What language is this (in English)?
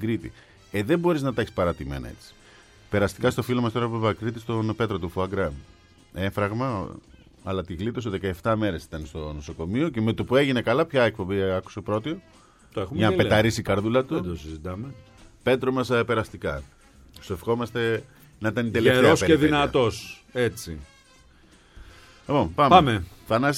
Greek